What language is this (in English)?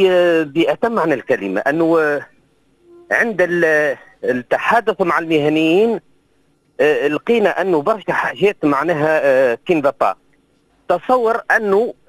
Tunisian Arabic